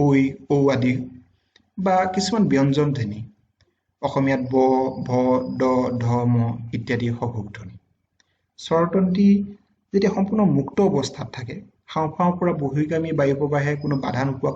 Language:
Assamese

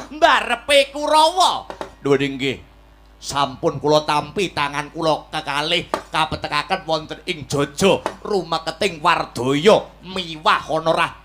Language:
Javanese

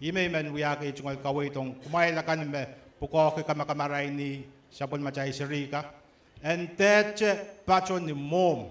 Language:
Pohnpeian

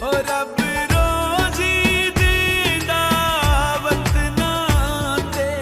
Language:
Pahari-Potwari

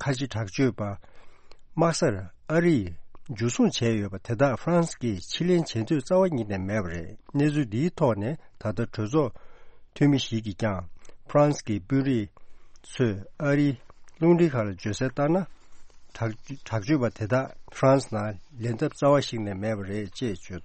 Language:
Tibetan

